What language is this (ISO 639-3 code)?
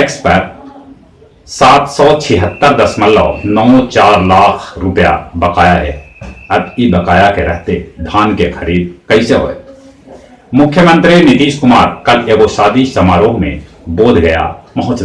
mag